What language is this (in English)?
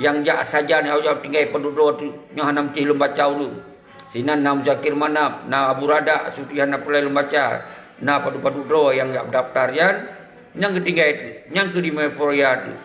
Achinese